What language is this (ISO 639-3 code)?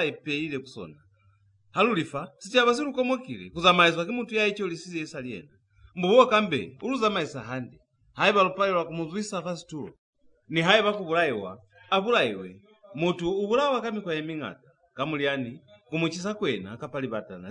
loz